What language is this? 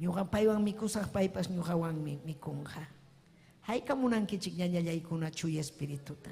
Ayacucho Quechua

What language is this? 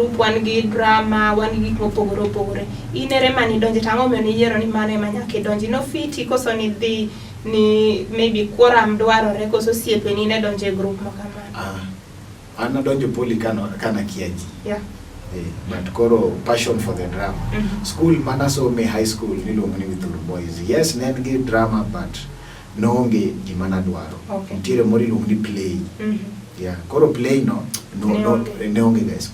Luo (Kenya and Tanzania)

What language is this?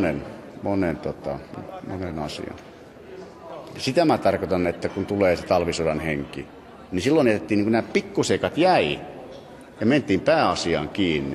Finnish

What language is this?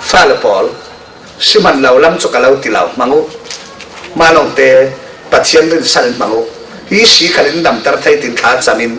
Falam Chin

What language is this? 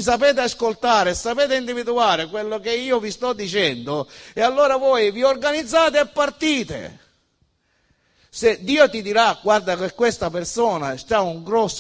Italian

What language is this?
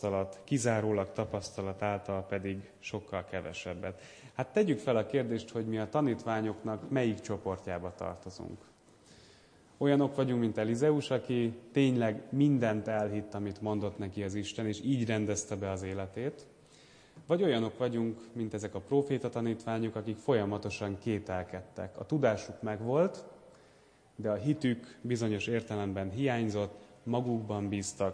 Hungarian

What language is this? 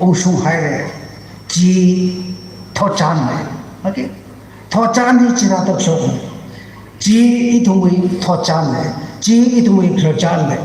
Tangkhul Naga (India)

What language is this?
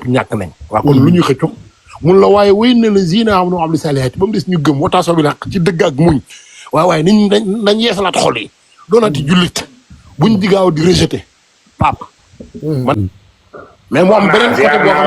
Wolof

